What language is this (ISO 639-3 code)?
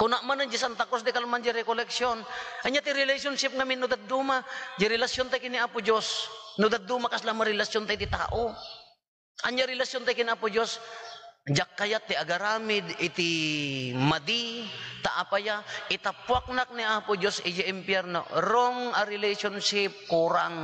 ilo